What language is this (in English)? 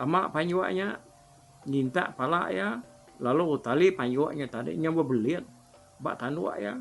Iban